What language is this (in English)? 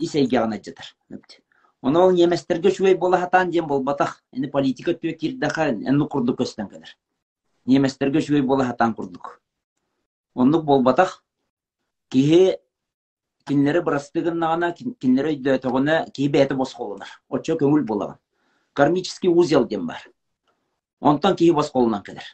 Yakut